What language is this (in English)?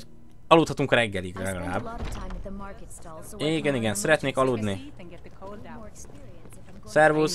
Hungarian